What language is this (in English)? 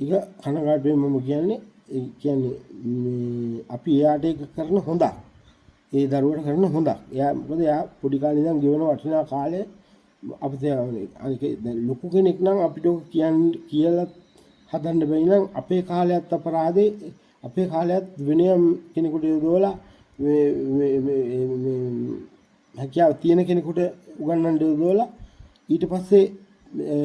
Sinhala